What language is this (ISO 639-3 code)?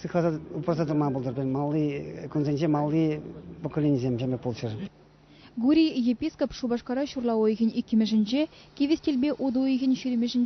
chv